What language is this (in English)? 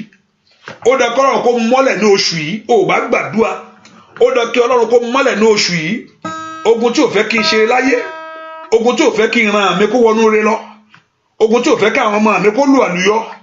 Yoruba